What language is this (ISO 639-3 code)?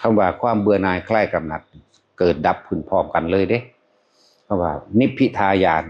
tts